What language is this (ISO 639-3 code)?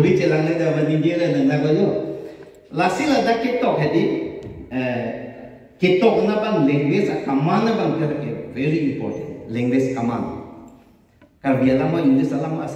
mjw